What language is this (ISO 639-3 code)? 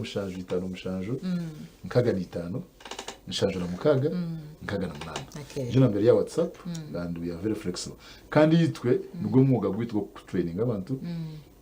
nyn